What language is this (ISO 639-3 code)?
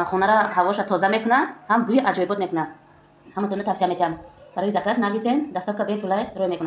tgk